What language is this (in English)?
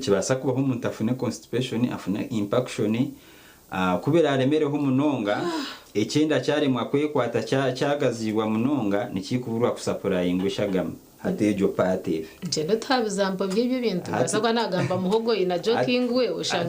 Nyankole